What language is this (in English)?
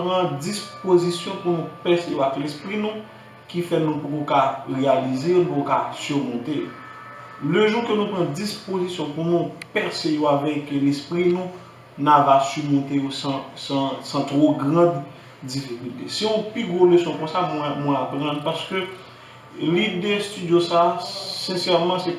Haitian Creole